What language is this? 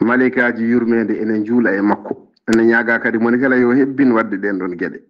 Fula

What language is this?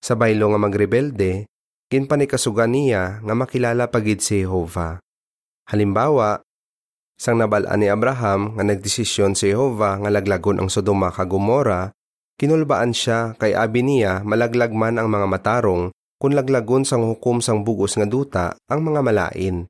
Hiligaynon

